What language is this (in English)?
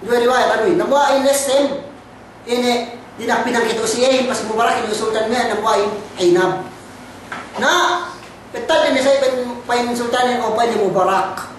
Yakan